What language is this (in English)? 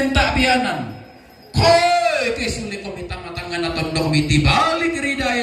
Toraja-Sa'dan